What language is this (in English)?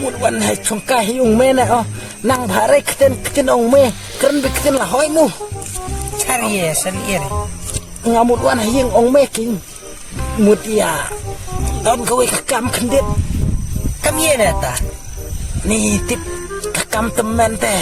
Khasi